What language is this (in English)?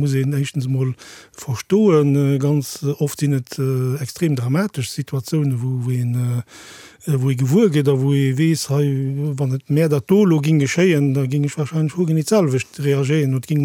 Luxembourgish